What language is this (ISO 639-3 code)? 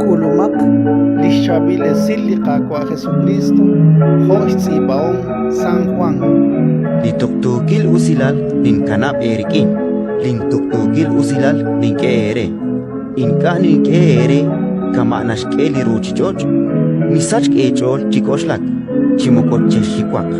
kek